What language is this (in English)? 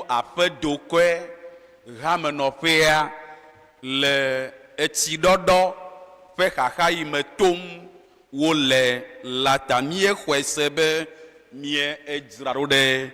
Ewe